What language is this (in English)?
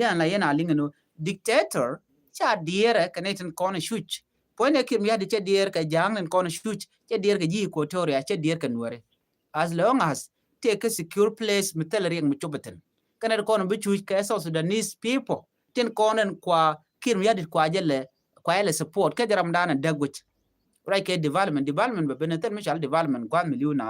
Nuer